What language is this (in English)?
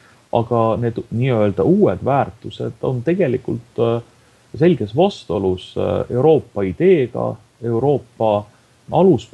Estonian